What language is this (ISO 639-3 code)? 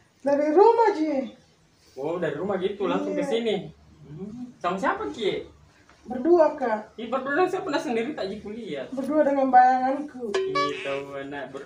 mfp